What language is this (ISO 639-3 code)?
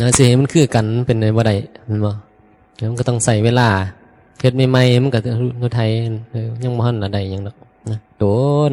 tts